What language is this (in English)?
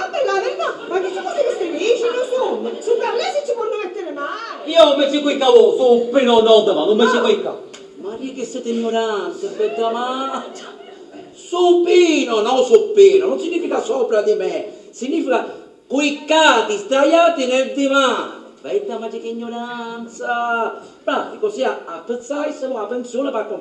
Sicilian